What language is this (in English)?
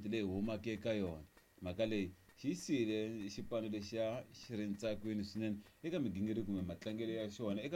Tsonga